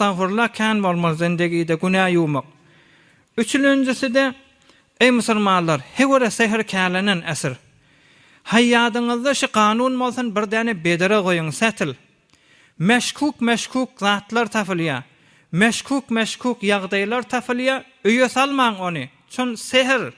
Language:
Turkmen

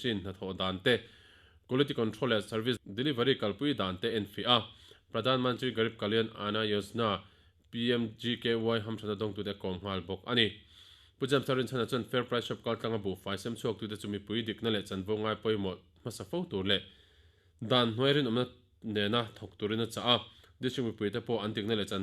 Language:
Mizo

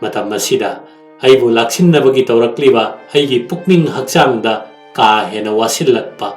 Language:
Manipuri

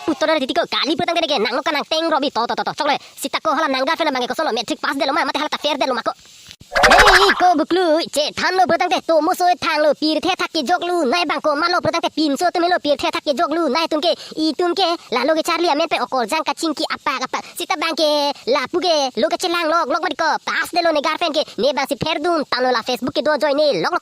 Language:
Karbi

